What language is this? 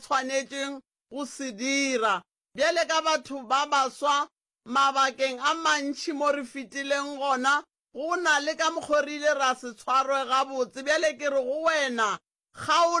Northern Sotho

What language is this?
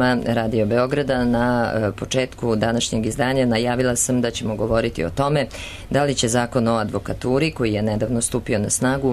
Serbian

